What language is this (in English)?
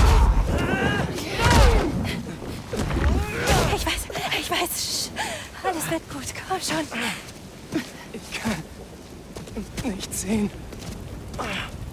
German